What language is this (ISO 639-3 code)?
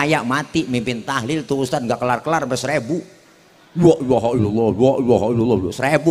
bew